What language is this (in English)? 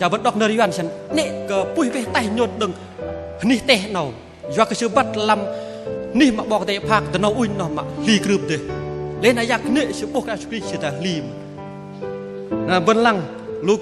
Bahnar